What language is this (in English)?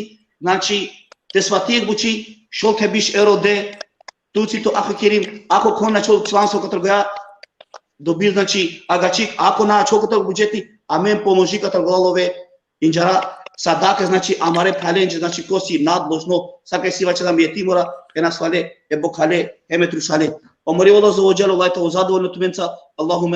Balkan Romani